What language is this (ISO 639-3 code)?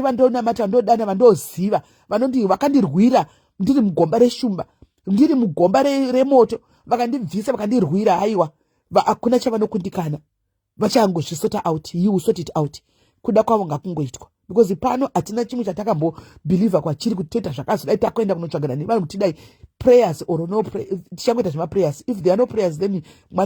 sna